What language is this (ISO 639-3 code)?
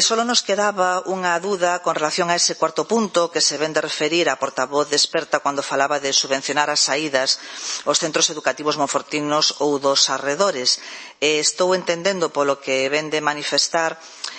glg